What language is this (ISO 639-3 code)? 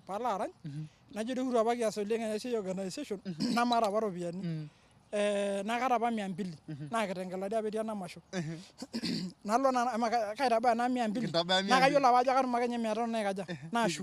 mas